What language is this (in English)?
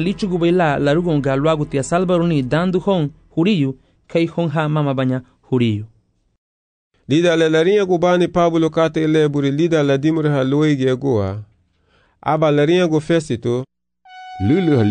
Garifuna